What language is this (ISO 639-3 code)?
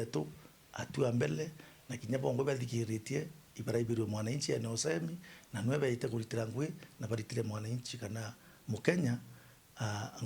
mer